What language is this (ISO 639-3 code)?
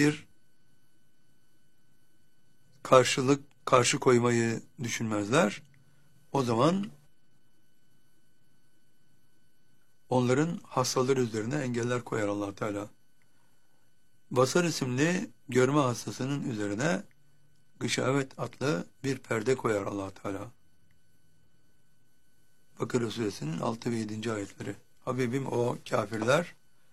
tur